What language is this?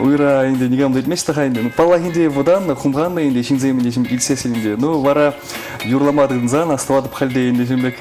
Chuvash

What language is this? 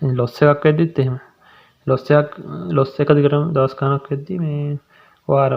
Sinhala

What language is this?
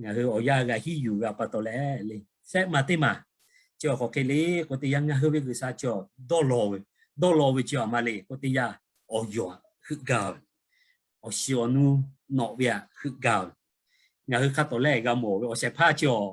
Lahu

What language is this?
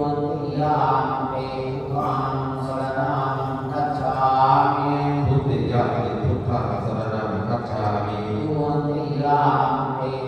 Pali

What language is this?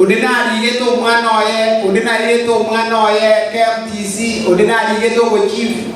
Gusii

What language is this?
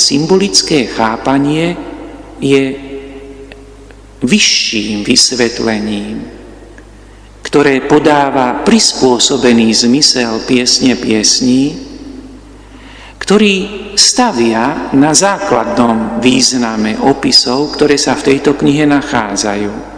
Slovak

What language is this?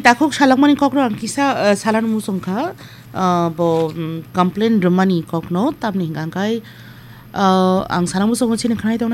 Kok Borok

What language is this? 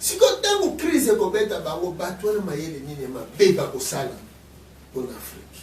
Lingala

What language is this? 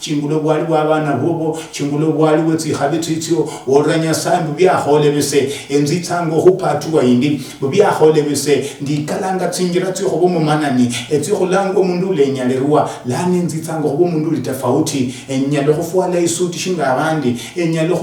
Luyia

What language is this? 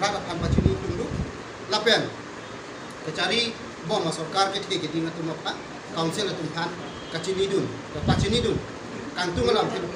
Karbi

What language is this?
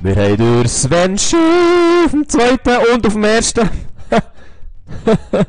Swiss German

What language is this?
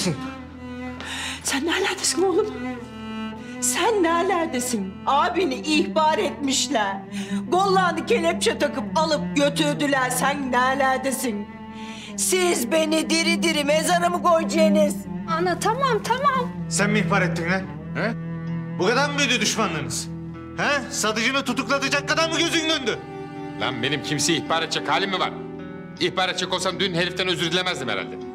Turkish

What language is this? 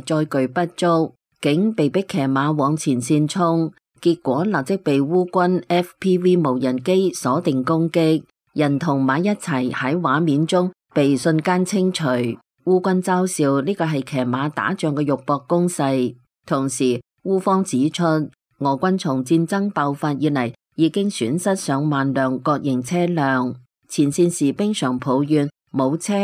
Cantonese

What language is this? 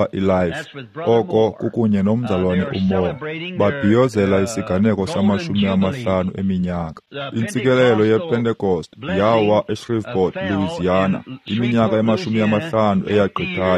Xhosa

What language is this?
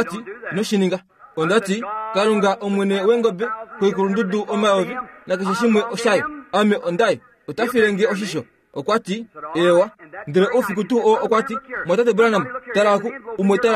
Kuanyama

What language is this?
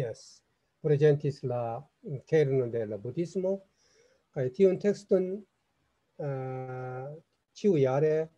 Esperanto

